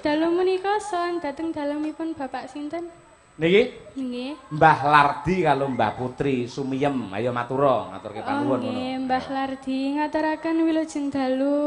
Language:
Javanese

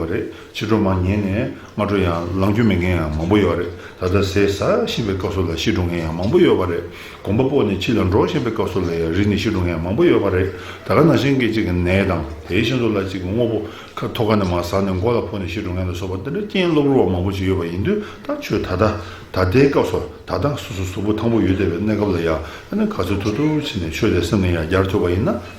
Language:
Tibetan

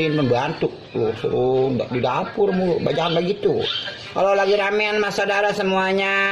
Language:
Betawi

